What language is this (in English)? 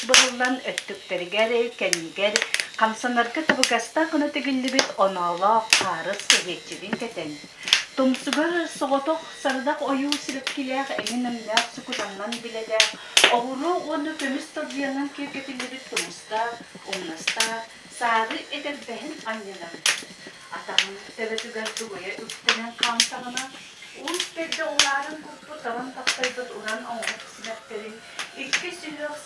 Yakut